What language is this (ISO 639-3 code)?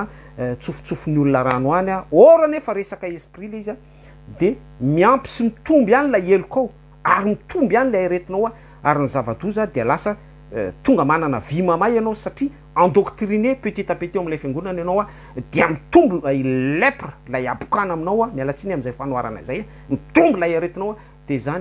mlg